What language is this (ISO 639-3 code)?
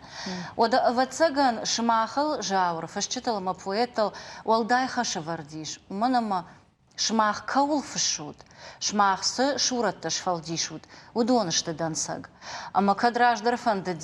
oss